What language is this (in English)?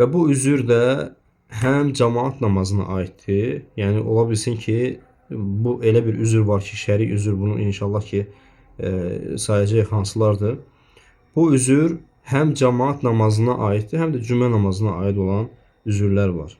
Azerbaijani